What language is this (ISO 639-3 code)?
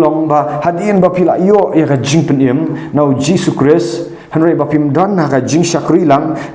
kha